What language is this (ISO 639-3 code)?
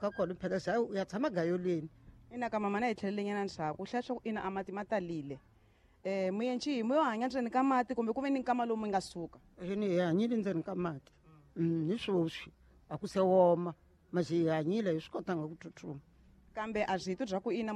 tso